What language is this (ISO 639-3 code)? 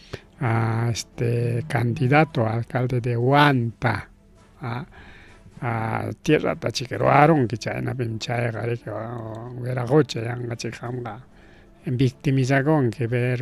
quy